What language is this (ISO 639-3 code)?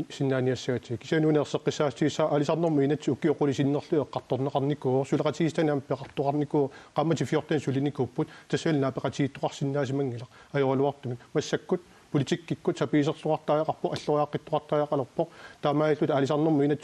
kal